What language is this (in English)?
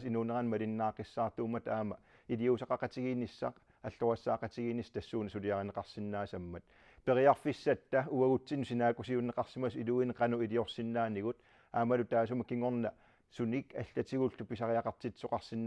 Kalaallisut